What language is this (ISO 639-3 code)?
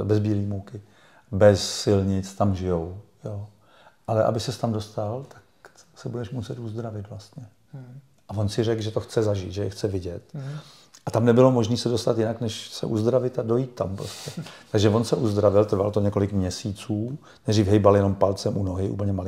ces